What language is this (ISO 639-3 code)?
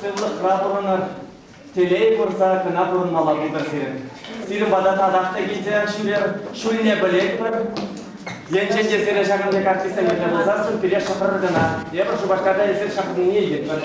chv